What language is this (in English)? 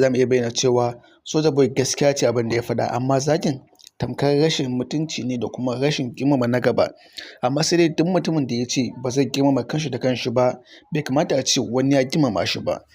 Hausa